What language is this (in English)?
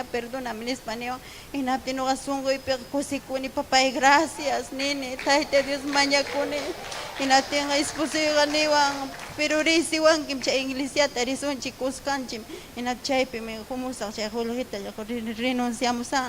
Ayacucho Quechua